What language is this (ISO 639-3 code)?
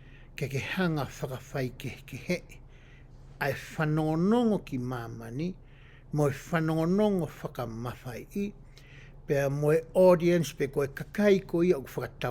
ton